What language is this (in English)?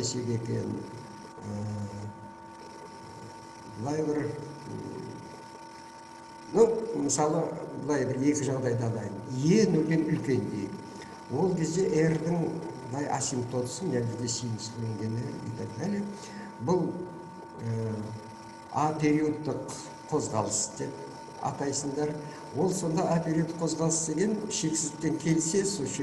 Kazakh